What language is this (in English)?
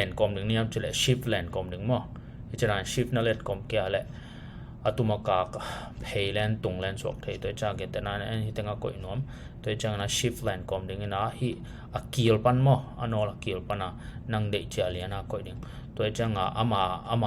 Tedim Chin